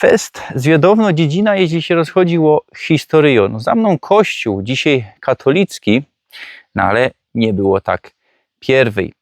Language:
Silesian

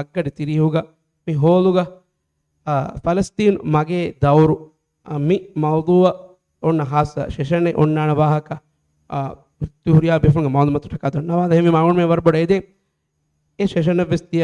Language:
Divehi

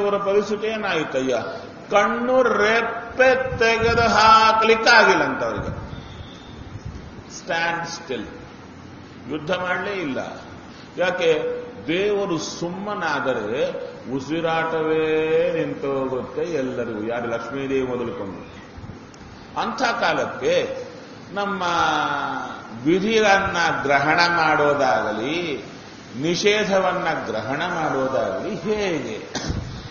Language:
Kannada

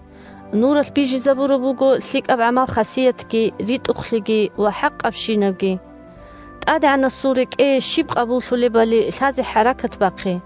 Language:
Avaric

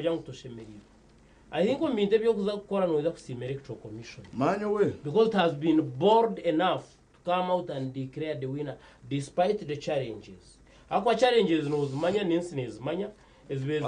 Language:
Nyankole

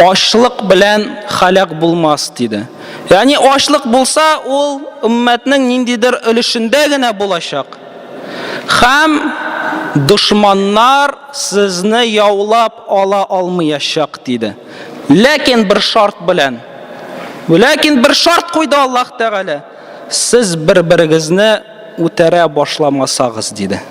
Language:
Tatar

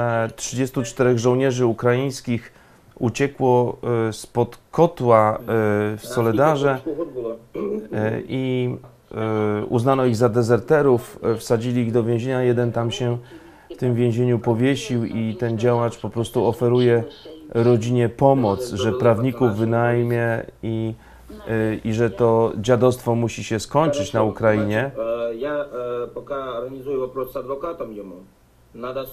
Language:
Polish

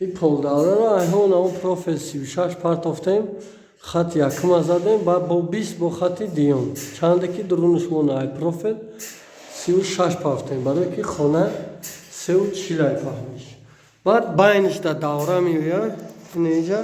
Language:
Tajik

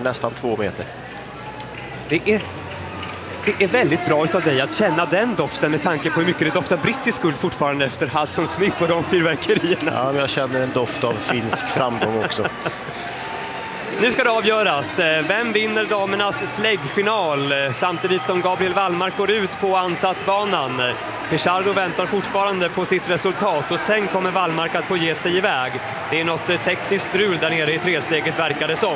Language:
Swedish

